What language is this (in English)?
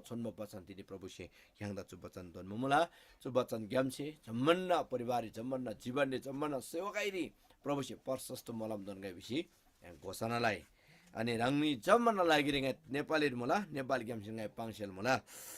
Eastern Tamang